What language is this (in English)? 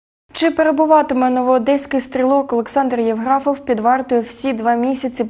Ukrainian